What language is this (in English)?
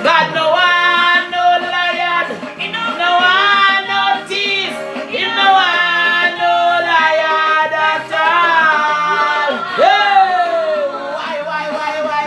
Jamaican Creole English